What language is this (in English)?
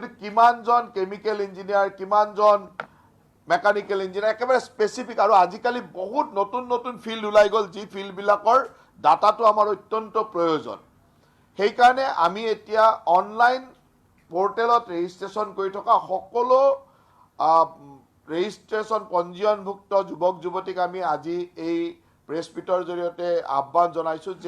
Assamese